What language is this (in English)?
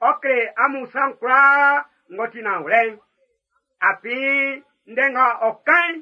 Baoulé